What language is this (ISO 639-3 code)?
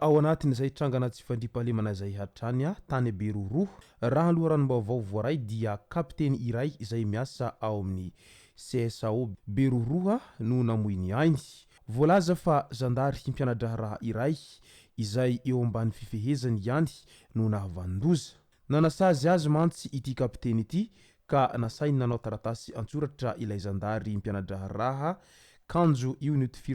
mlg